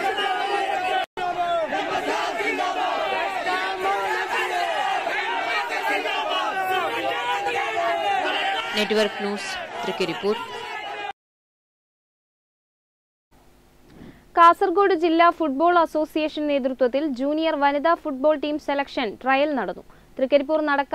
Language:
Malayalam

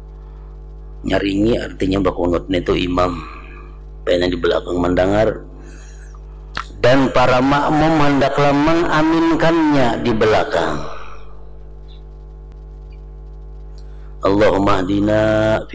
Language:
Indonesian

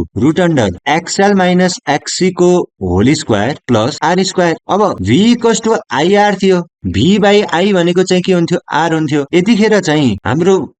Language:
Nepali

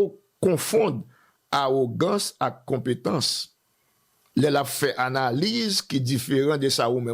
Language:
Haitian Creole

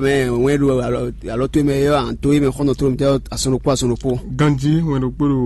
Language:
Fon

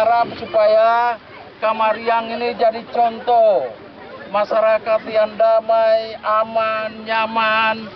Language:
Ambonese Malay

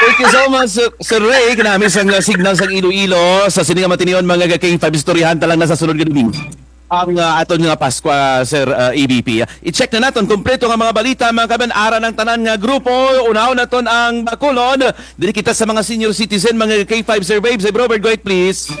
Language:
Kinaray-a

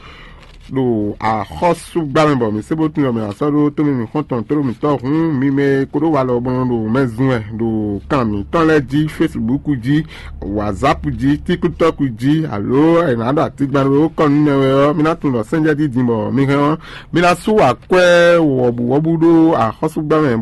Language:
Fon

